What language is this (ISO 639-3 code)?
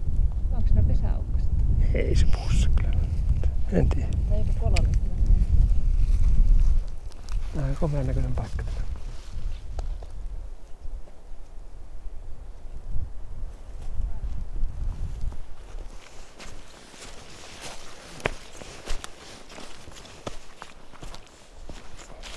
fin